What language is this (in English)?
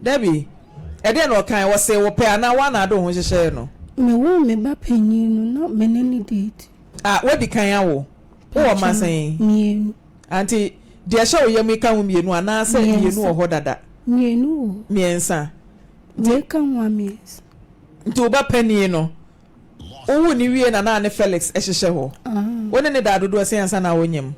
Akan